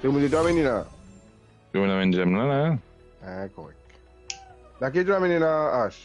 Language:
Morisyen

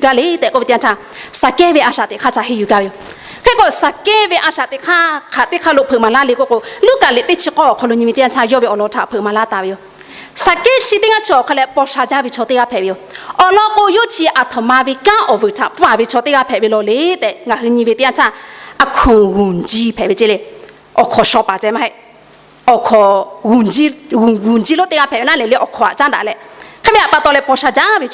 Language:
Lahu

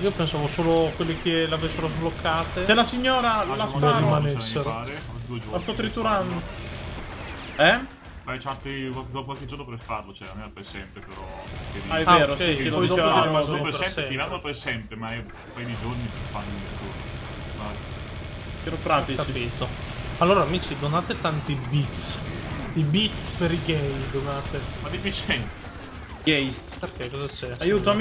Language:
Italian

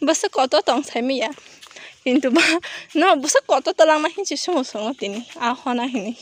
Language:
Kok Borok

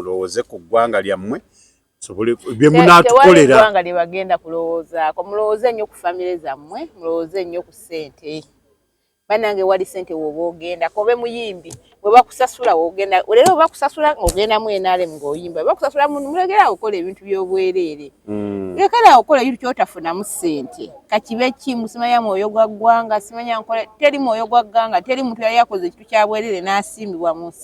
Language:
Ganda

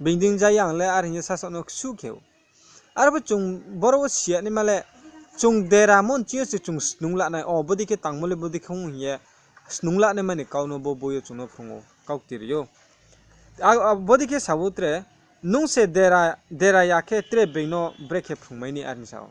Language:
Riang (India)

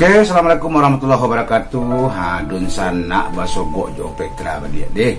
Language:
Minangkabau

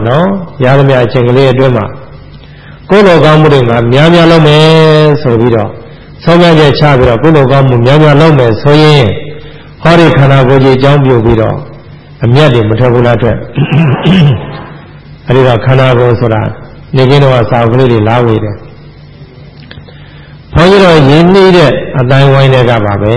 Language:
Burmese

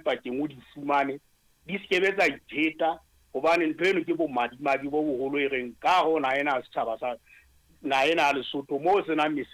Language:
Southern Sotho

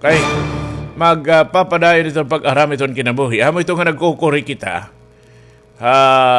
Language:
Waray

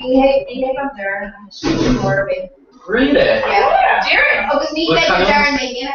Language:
Irish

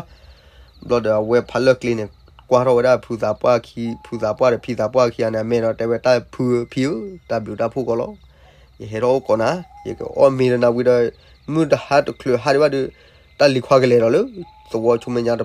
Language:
S'gaw Karen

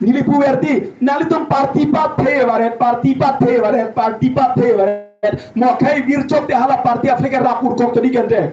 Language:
Karbi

